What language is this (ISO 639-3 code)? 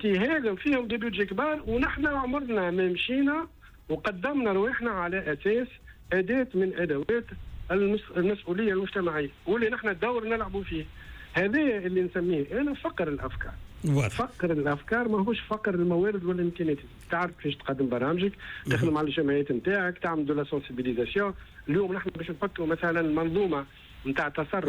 aeb